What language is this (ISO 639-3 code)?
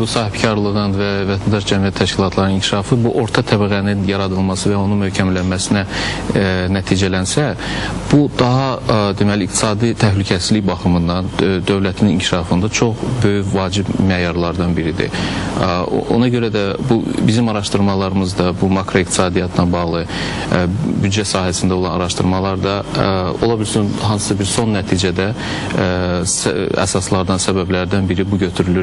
aze